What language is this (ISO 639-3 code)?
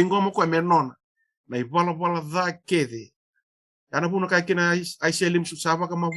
fij